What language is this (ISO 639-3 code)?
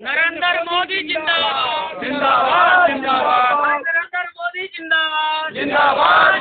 mai